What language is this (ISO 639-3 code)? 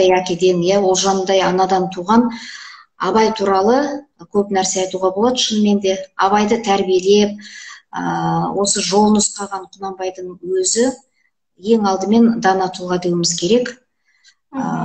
kaz